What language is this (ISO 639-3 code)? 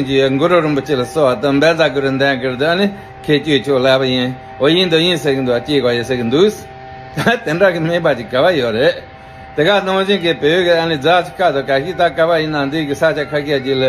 bod